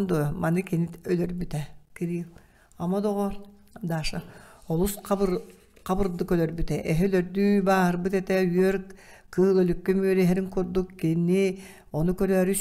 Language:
Yakut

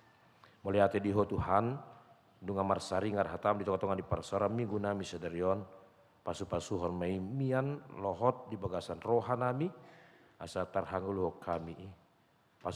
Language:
Batak Toba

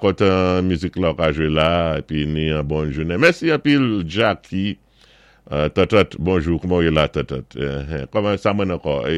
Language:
Saint Lucian Creole French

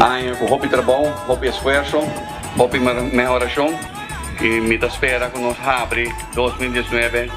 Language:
Papiamento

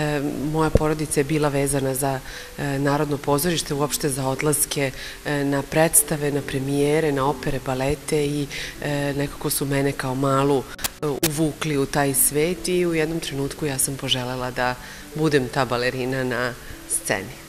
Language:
Serbian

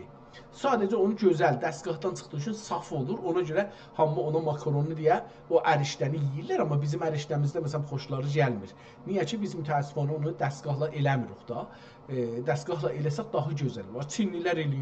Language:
South Azerbaijani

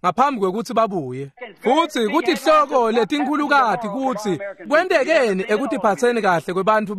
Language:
Swati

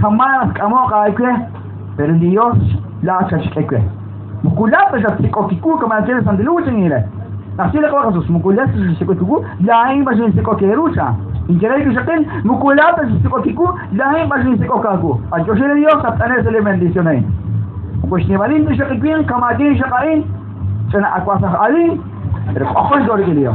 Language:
Kekchí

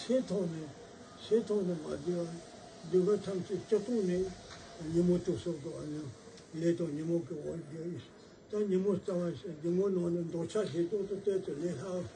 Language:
Tibetan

